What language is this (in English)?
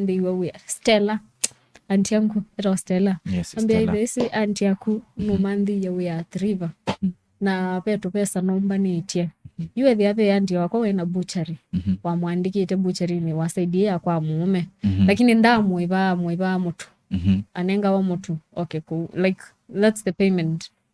Kamba